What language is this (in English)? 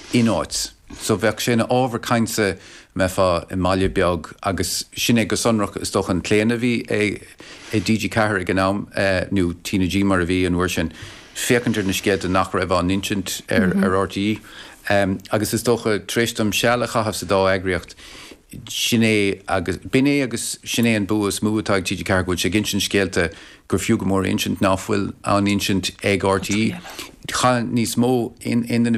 Irish